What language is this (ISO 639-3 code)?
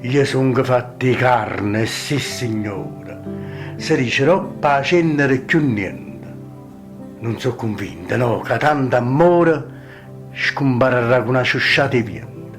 nap